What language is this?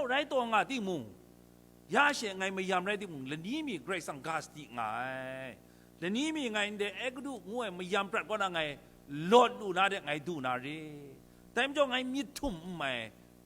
Kachin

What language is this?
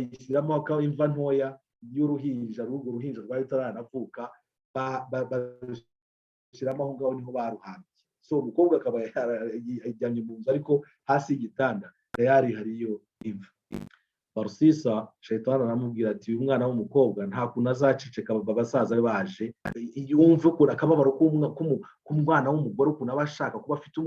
Kinyarwanda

